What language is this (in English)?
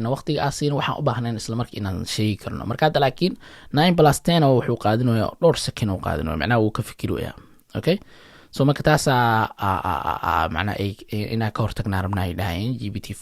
Somali